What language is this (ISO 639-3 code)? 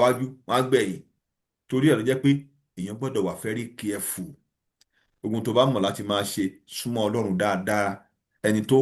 yor